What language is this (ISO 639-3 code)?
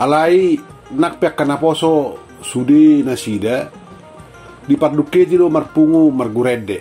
bbc